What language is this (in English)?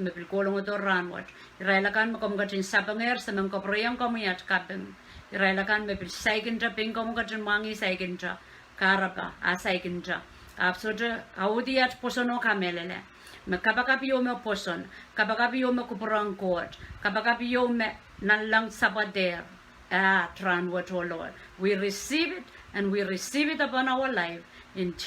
Pohnpeian